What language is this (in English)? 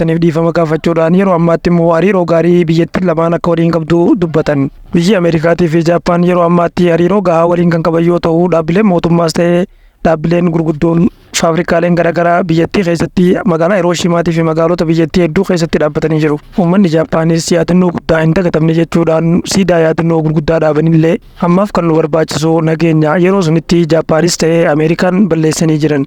Oromo